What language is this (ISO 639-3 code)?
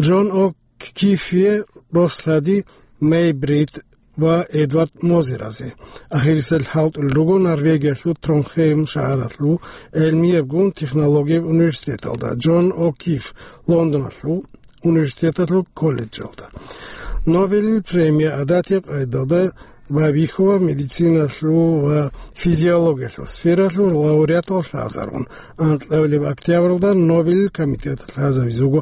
ava